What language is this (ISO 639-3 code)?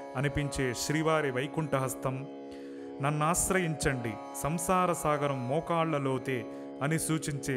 tel